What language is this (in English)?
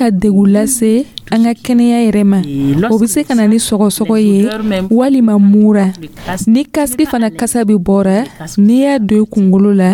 Dyula